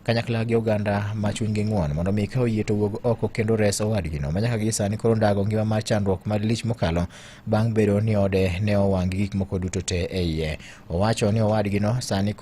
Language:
Luo (Kenya and Tanzania)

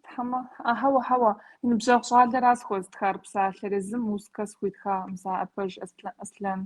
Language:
Kabardian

